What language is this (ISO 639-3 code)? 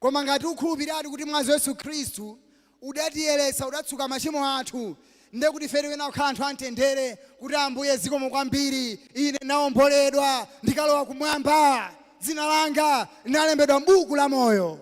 nya